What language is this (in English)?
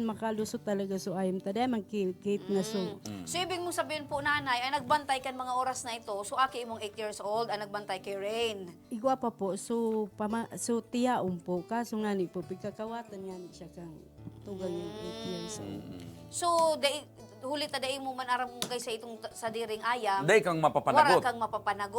Bikol